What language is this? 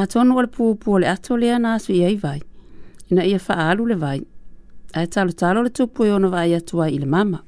Samoan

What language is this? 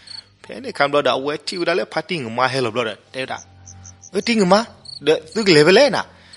S'gaw Karen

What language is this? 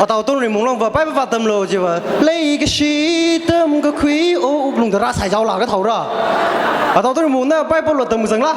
Tangkhul Naga (India)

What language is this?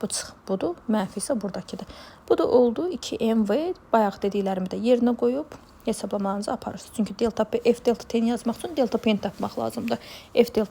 Azerbaijani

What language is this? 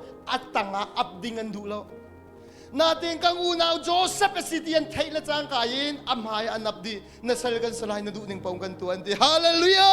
Hakha Chin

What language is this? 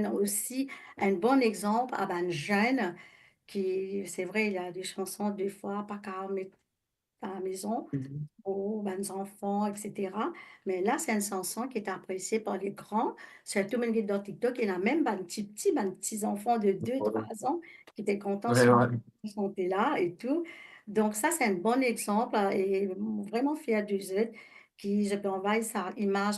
Morisyen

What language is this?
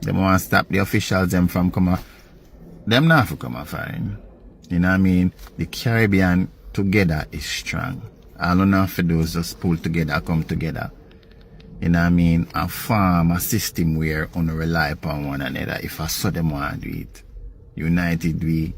Jamaican Creole English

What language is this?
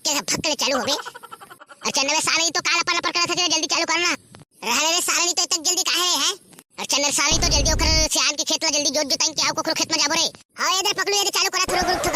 Chhattisgarhi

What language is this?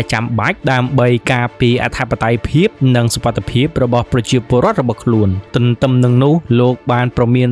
Khmer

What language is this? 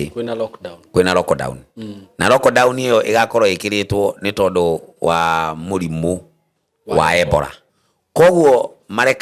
Kikuyu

